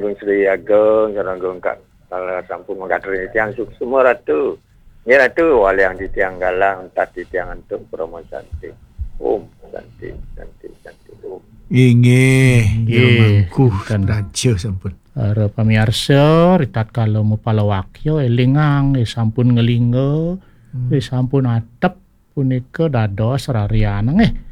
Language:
Balinese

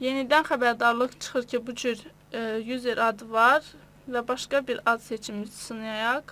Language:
Azerbaijani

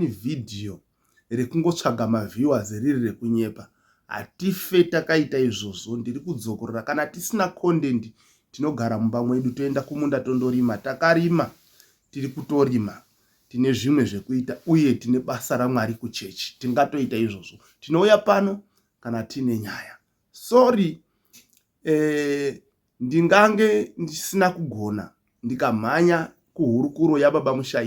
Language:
Shona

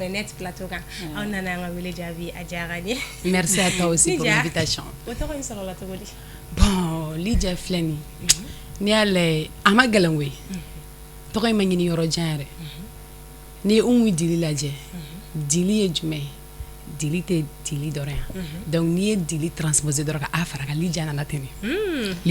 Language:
Bambara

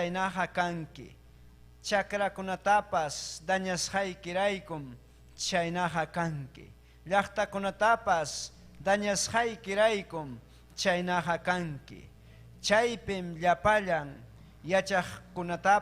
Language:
Ayacucho Quechua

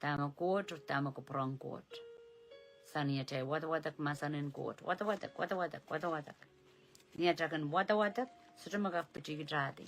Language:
Pohnpeian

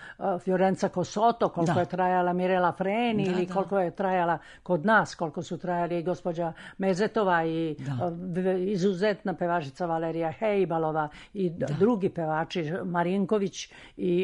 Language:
Serbian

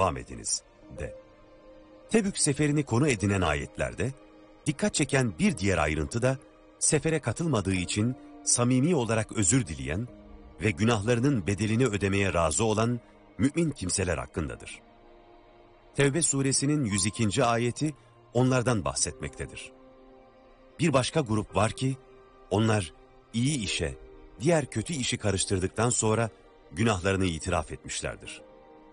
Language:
Turkish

